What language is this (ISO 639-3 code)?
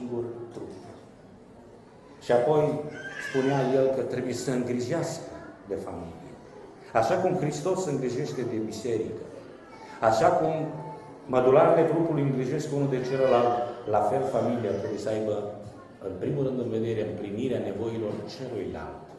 ron